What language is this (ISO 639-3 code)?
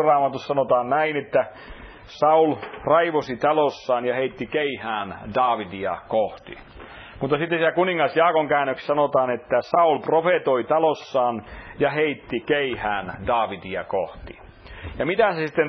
fin